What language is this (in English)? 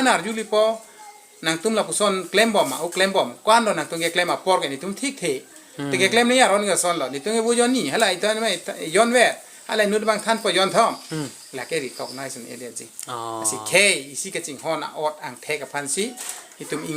Karbi